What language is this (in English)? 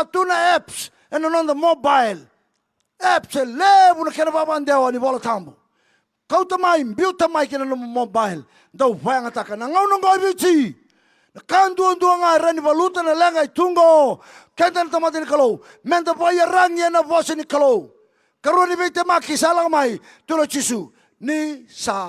Fijian